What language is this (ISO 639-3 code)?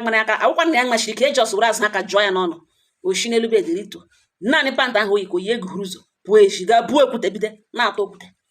ibo